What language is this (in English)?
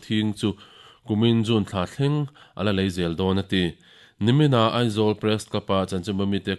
Mizo